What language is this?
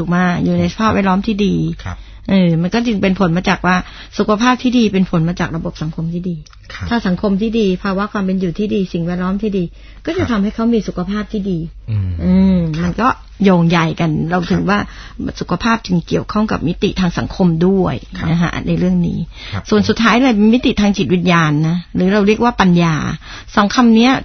Thai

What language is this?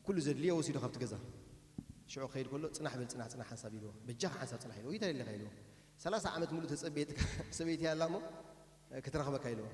Tigrinya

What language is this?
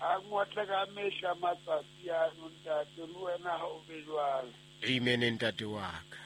Southern Sotho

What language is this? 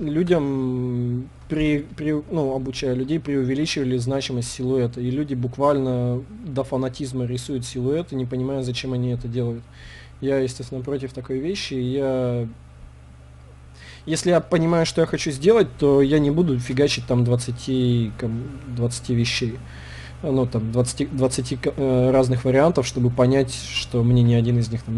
Russian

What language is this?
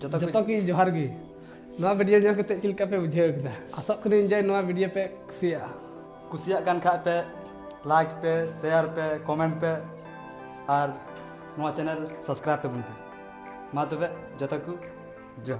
Santali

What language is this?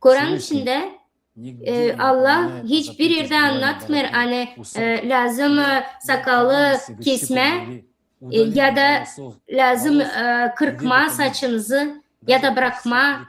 Gagauz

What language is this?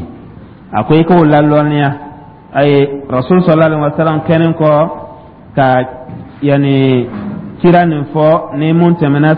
Dyula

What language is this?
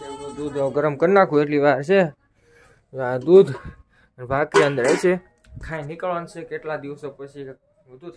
Gujarati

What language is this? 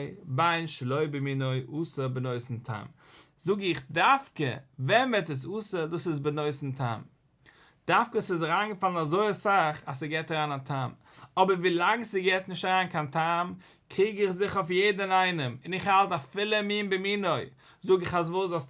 Yiddish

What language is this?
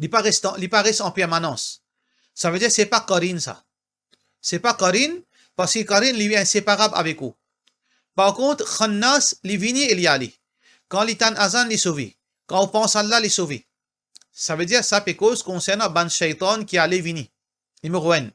Morisyen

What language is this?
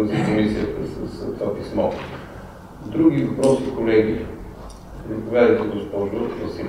Bulgarian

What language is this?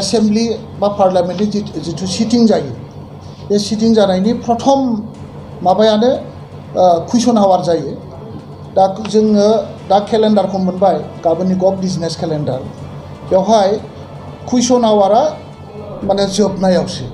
Bodo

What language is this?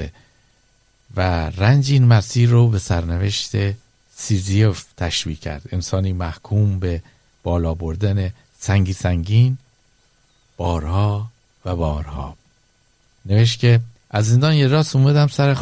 Persian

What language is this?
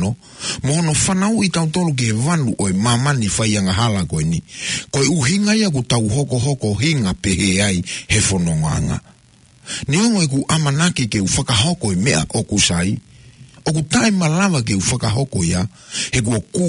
Tongan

